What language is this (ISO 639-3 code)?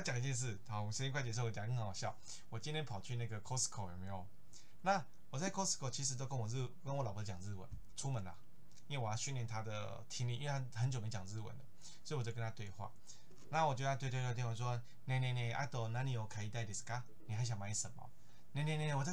zho